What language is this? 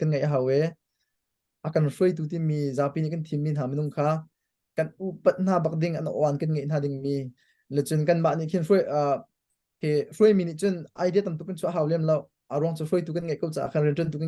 Hakha Chin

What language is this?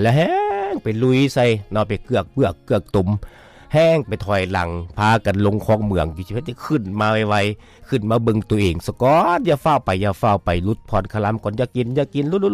Lao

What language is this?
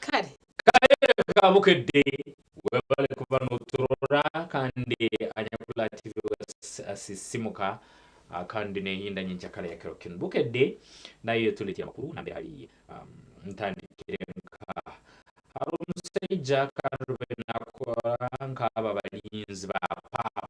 Nyankole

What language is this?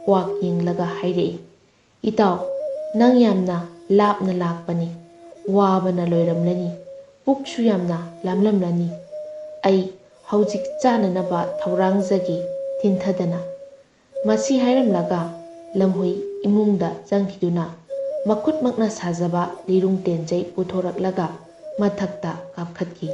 Manipuri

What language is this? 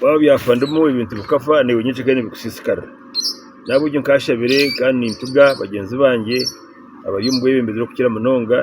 Nyankole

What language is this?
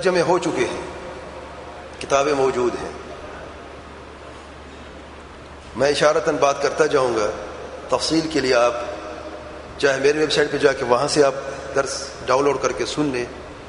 Urdu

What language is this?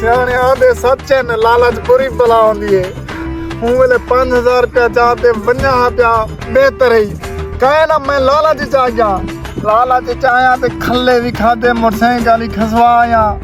Saraiki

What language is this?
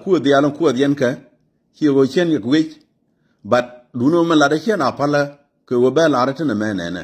Nuer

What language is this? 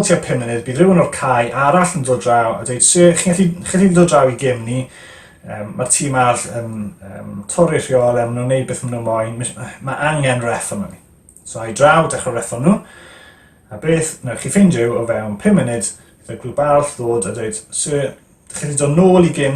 Welsh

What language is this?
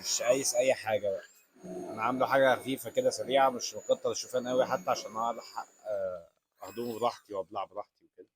Egyptian Arabic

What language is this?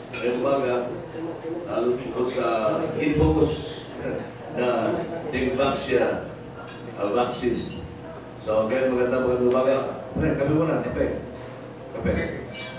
Filipino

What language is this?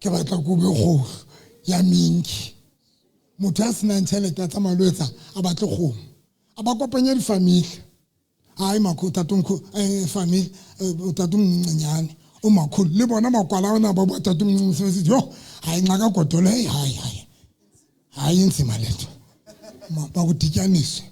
Southern Sotho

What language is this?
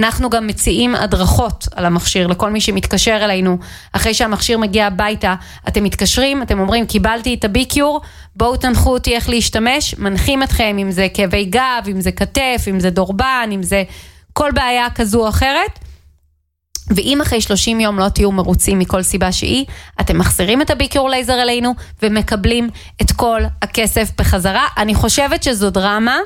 Hebrew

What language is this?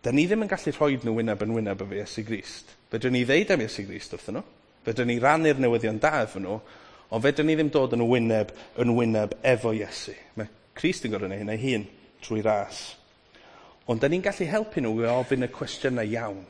Welsh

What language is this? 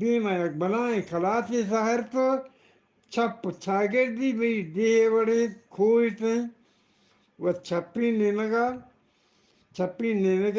Eastern Balochi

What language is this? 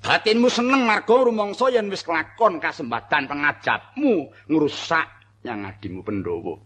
Javanese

